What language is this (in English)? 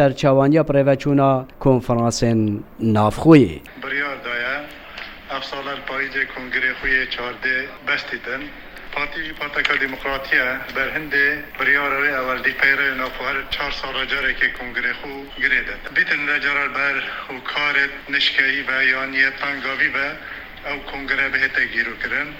Kurdish